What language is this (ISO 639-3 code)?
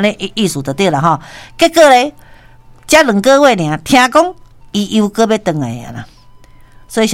nan